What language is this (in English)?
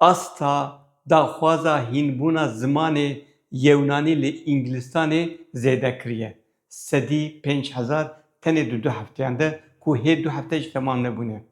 Kurdish